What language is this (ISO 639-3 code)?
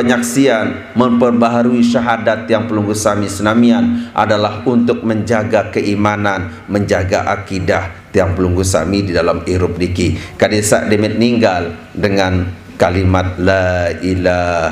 sas